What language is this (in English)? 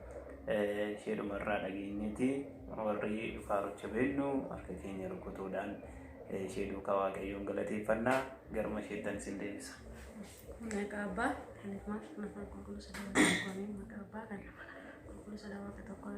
Oromo